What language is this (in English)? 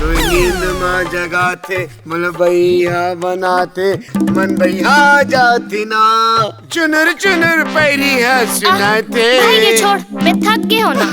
Chhattisgarhi